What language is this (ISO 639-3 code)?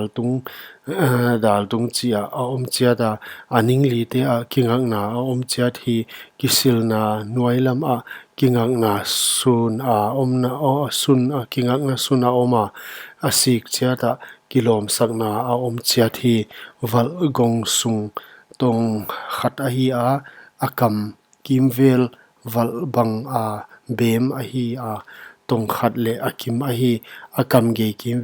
pck